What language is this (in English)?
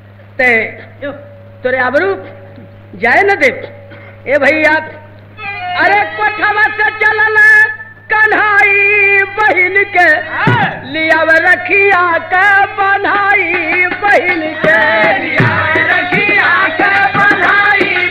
Bhojpuri